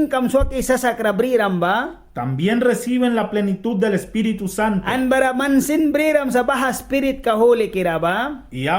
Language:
Mískito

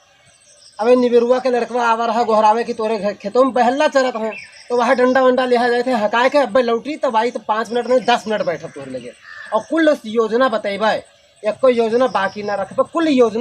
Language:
Awadhi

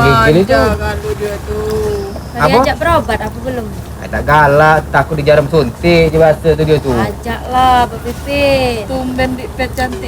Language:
Musi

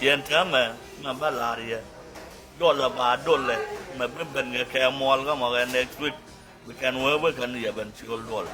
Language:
Nuer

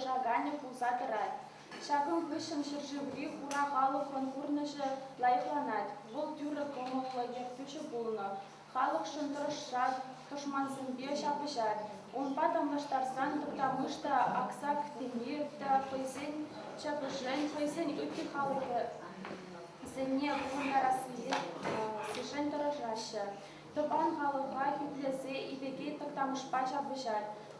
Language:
Chuvash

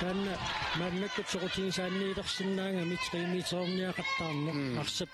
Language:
Kalaallisut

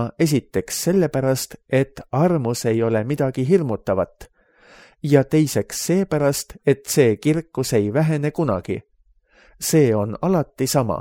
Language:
Estonian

